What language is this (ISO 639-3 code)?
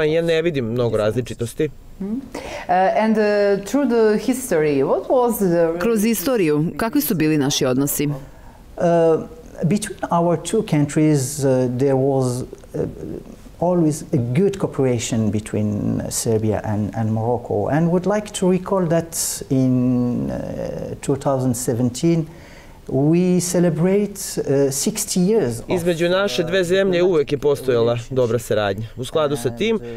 srp